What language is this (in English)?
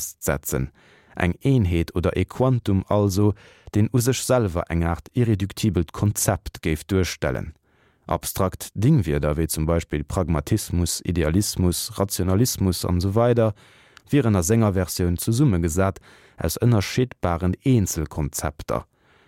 Luxembourgish